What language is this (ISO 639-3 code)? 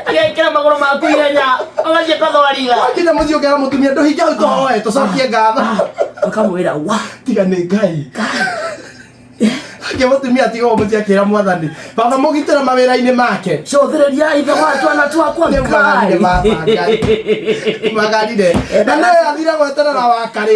kik